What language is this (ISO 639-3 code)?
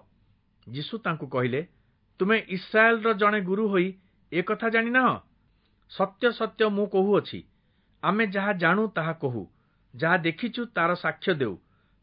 ori